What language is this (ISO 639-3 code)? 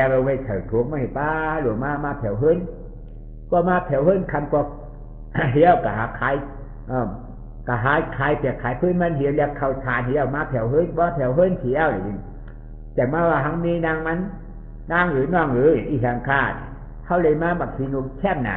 shn